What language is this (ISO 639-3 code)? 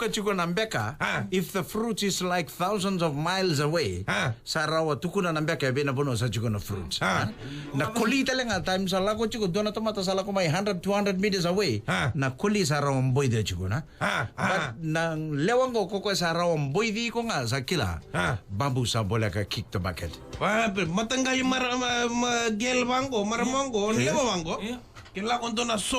fij